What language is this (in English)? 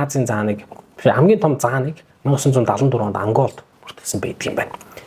Mongolian